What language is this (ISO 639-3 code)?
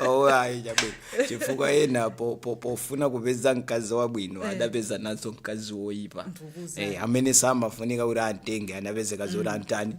nya